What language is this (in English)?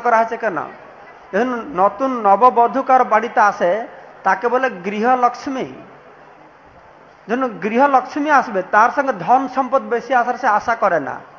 Bangla